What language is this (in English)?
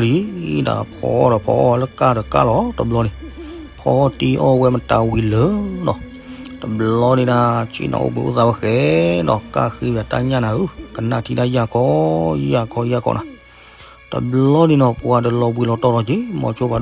S'gaw Karen